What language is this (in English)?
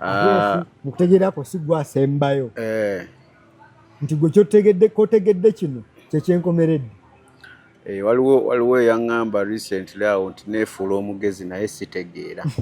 Ganda